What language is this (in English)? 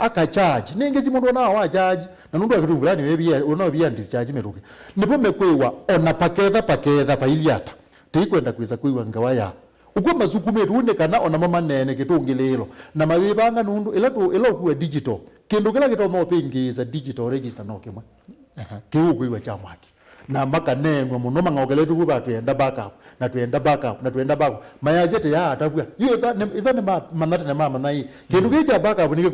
Kamba